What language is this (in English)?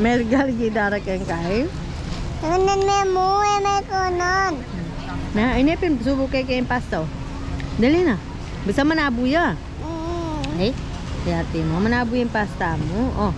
Pampanga